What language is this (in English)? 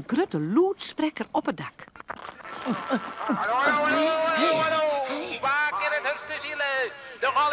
Western Frisian